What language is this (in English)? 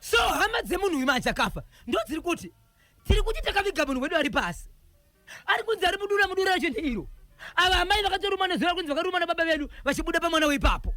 Shona